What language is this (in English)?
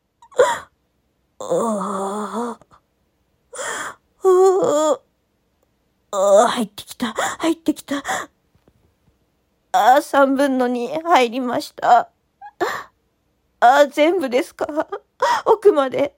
Japanese